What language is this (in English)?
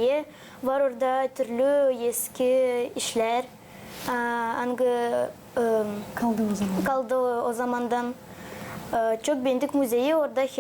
Gagauz